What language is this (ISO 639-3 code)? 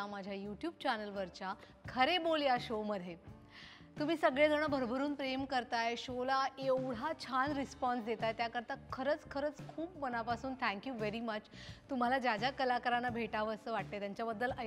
mar